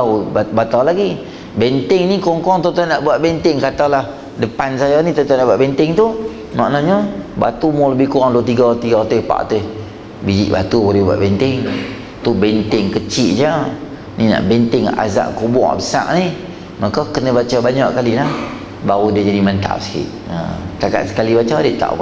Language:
Malay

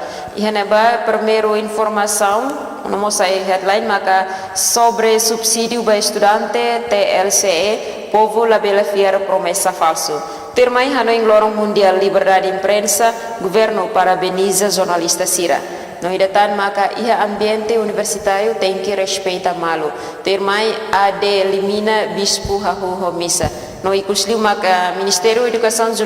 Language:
Tetum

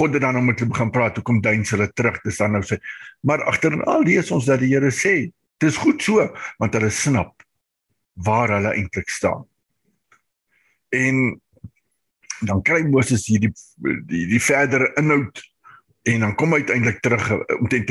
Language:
Afrikaans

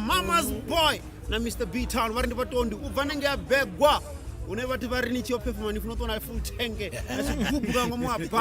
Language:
Venda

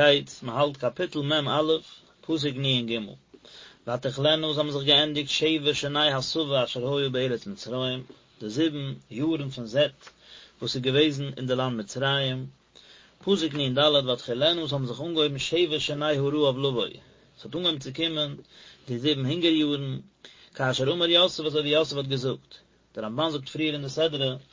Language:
Yiddish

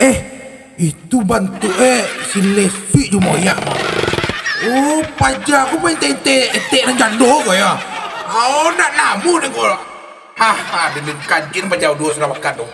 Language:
Minangkabau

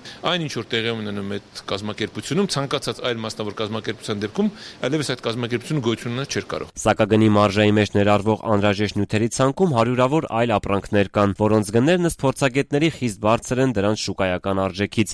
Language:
Armenian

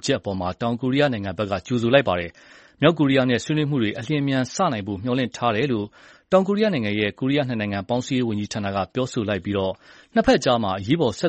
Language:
Burmese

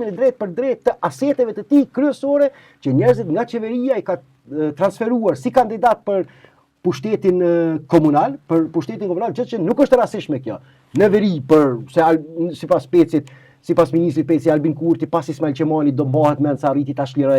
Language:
Albanian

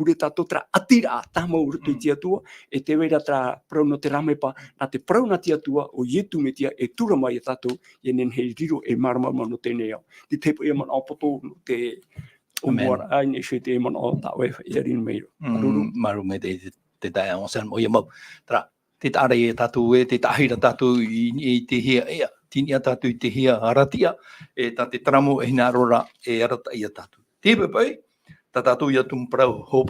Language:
Tahitian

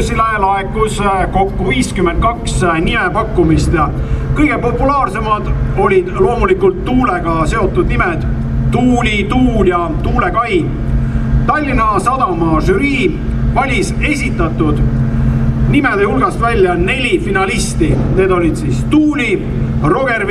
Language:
Estonian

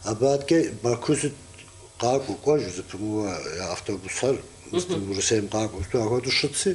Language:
Kabardian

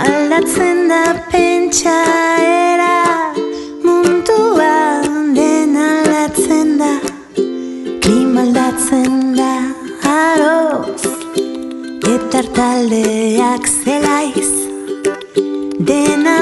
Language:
Basque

